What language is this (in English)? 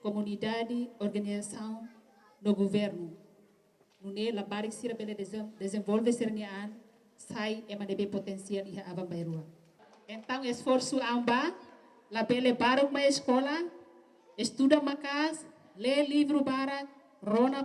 Tetum